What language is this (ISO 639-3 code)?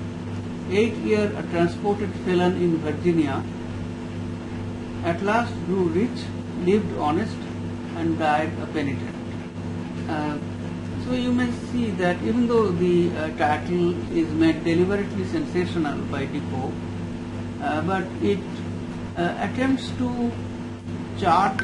eng